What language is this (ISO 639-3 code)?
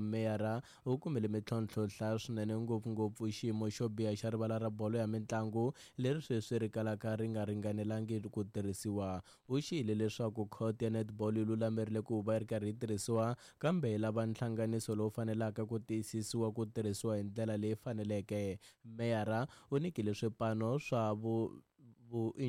tso